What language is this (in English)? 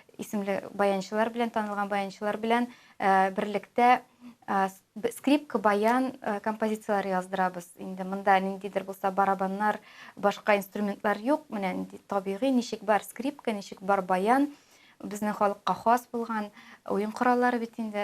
Tatar